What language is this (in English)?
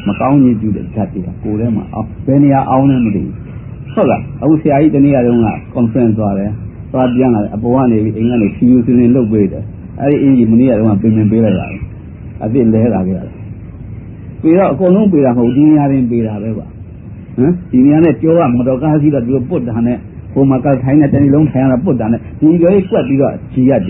Burmese